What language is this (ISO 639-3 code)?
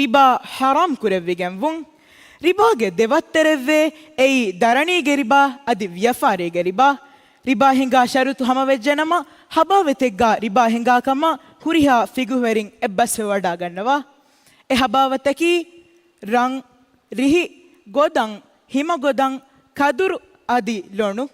div